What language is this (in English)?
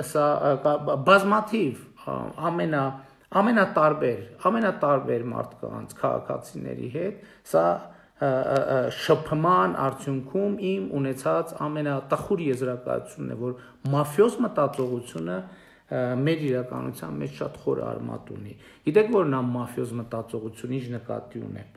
Armenian